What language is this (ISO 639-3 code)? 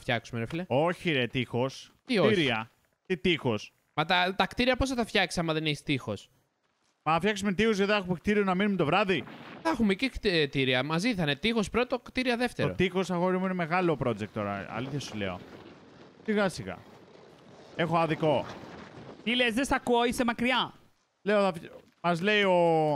ell